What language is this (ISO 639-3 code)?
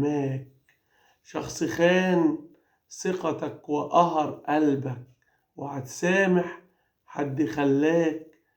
arz